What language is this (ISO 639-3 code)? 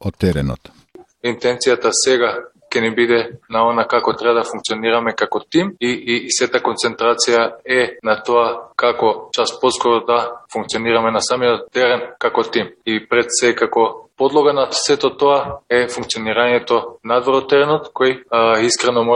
mkd